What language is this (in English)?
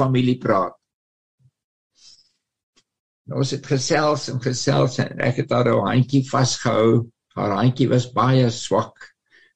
Afrikaans